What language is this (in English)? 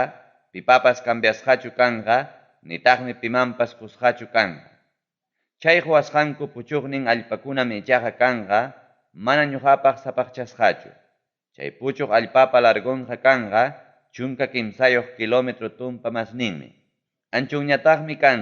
Ayacucho Quechua